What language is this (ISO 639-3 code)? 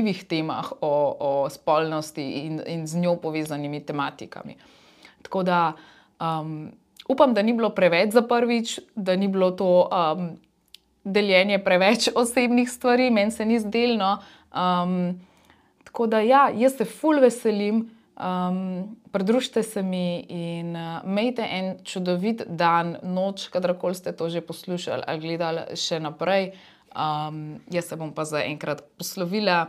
slv